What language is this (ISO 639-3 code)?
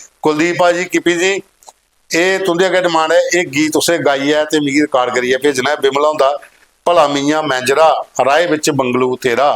doi